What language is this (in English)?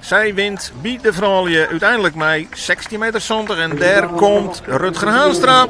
Western Frisian